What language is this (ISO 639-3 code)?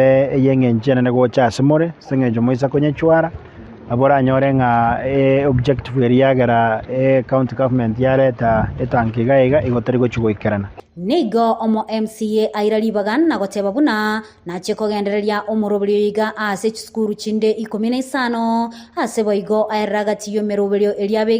guz